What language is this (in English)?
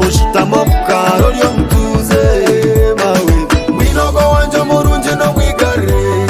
Nyoro